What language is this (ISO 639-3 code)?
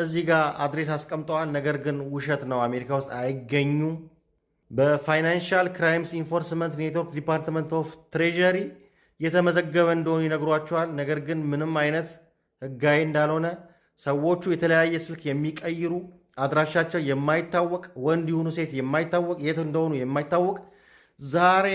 amh